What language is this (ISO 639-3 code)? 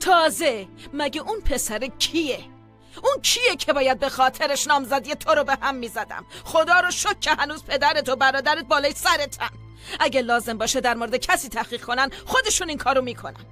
fas